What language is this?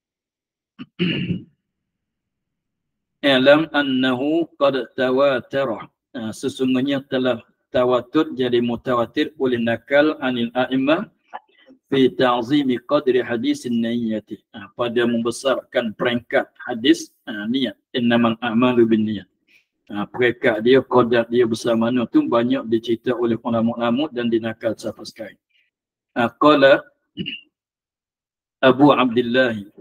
Malay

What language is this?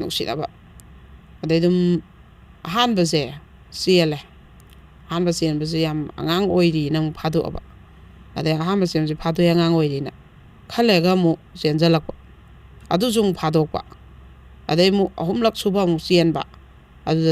Manipuri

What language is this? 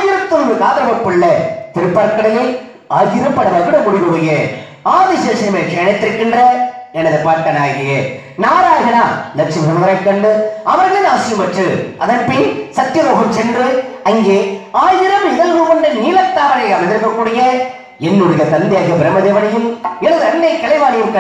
Tamil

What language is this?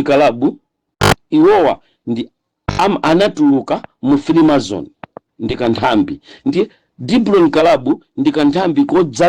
Nyanja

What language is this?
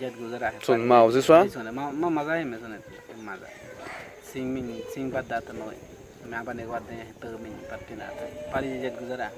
Awa-Cuaiquer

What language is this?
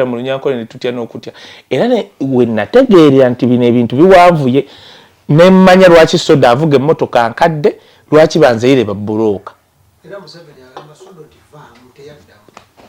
Ganda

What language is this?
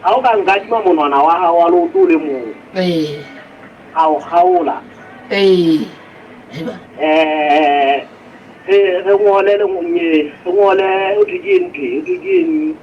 Southern Sotho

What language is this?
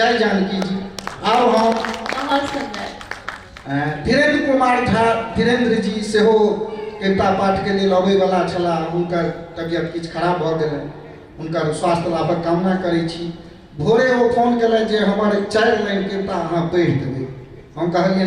Maithili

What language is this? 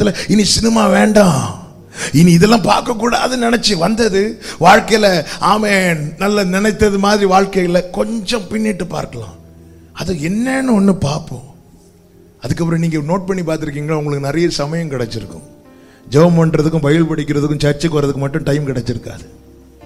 Tamil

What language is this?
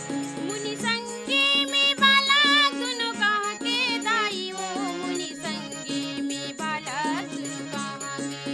Chhattisgarhi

